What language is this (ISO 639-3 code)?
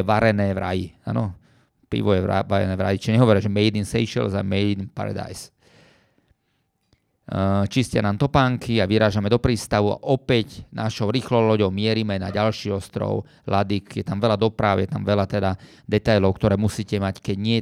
slk